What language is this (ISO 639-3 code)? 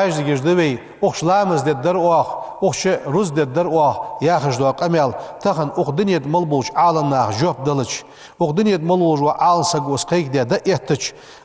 inh